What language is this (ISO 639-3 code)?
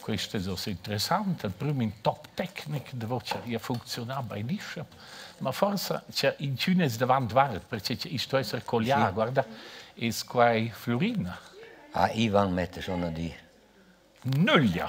roh